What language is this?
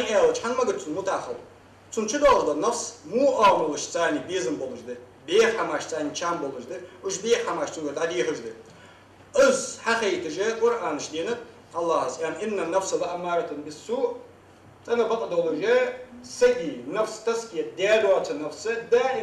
Ingush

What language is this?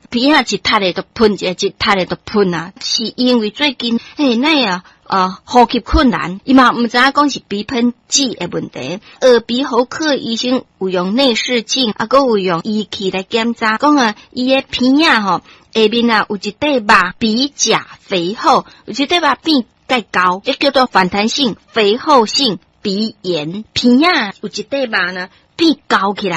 Min Nan Chinese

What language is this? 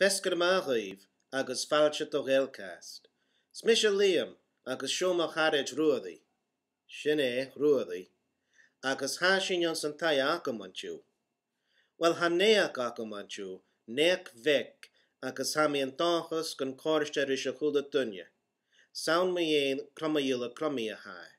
Scottish Gaelic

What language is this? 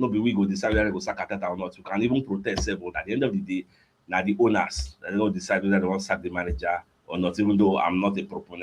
Nigerian Pidgin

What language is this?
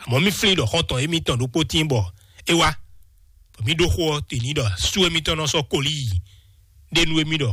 Fon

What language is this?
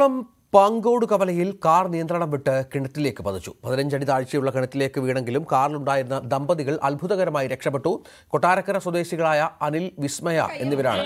Malayalam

